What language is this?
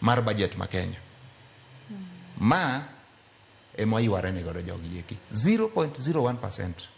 Luo (Kenya and Tanzania)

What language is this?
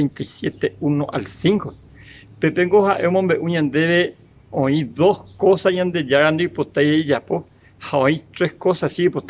Guarani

